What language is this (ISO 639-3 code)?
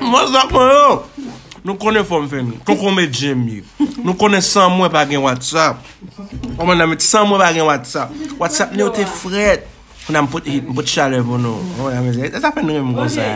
hat